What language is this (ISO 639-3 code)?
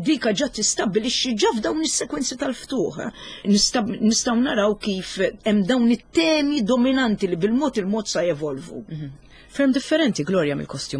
mlt